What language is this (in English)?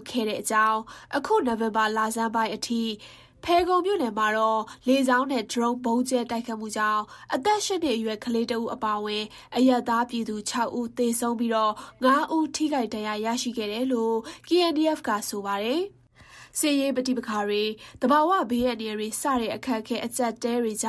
Burmese